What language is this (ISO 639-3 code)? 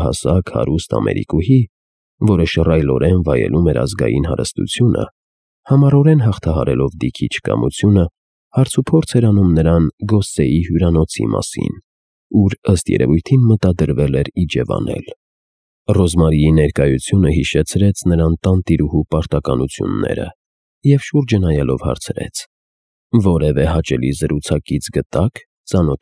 hye